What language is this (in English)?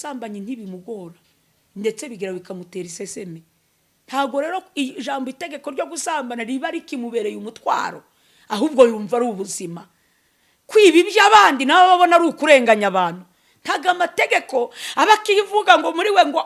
Kinyarwanda